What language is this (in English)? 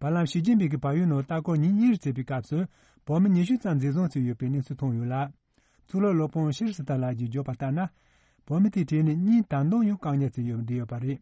Tibetan